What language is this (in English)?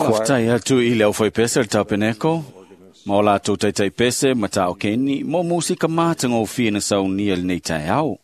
Samoan